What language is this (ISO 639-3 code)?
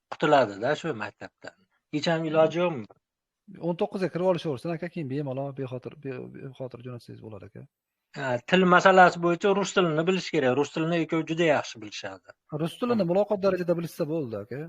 uzb